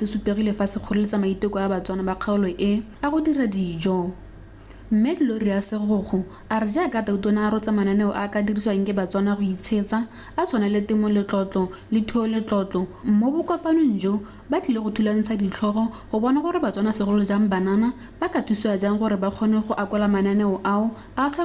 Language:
Tswana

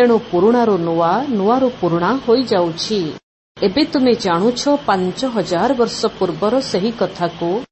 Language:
Odia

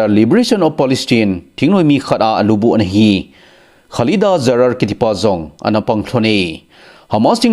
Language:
Thado Chin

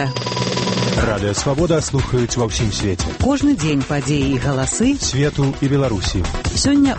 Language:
Belarusian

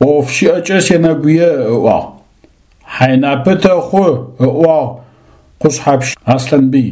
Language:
Adyghe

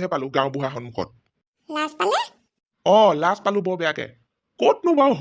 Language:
Assamese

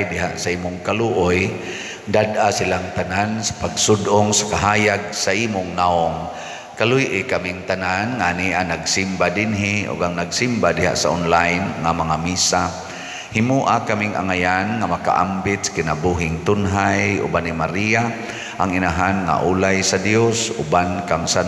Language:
Cebuano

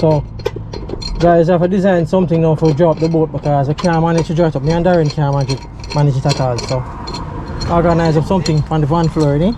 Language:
Jamaican Creole English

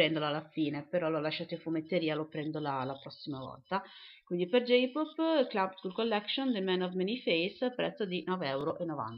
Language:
Italian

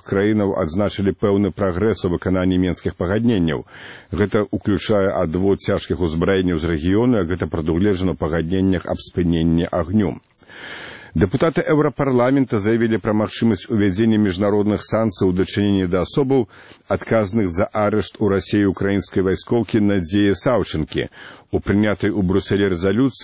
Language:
Belarusian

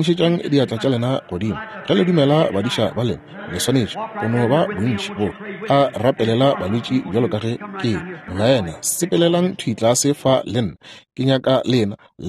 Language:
Northern Sotho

